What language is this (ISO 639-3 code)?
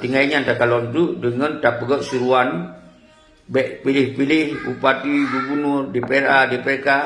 ace